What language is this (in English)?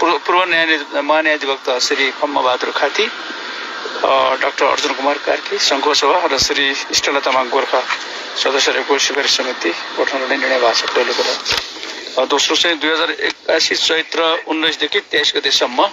Nepali